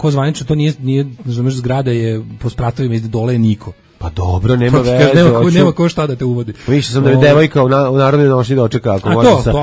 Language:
Serbian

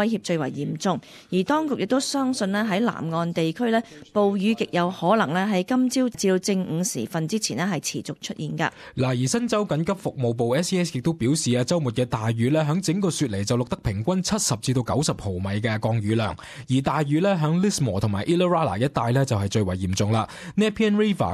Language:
Cantonese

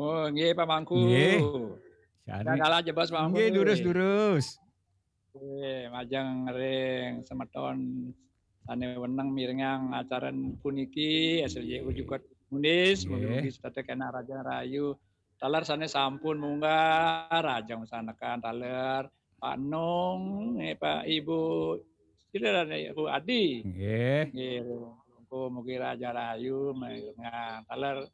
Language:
Balinese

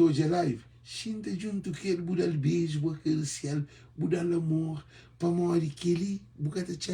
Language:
Kabuverdianu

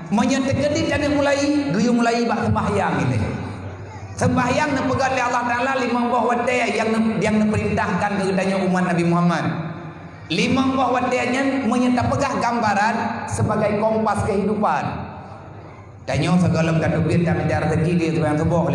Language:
Achinese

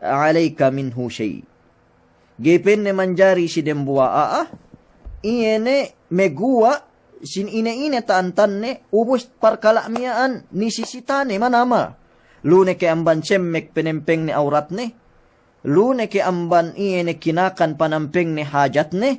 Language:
Yakan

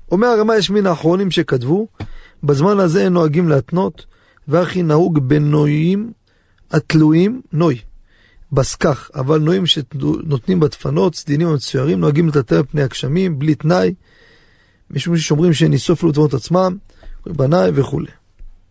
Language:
Hebrew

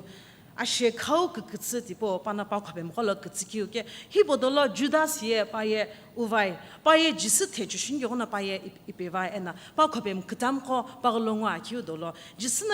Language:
Sumi Naga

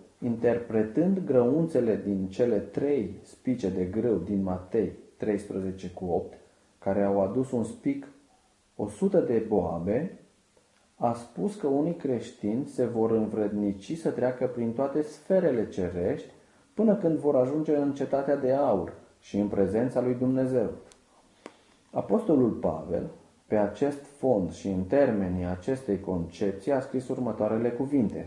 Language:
Romanian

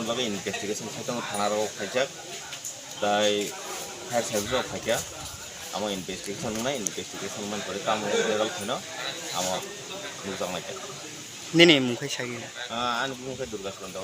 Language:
Kok Borok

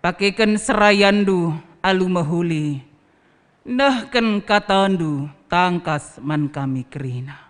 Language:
Batak Karo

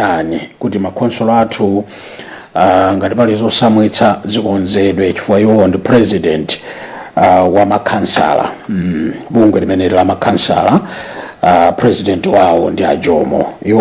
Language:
Nyanja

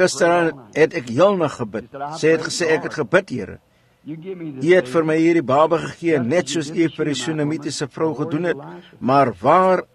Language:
Afrikaans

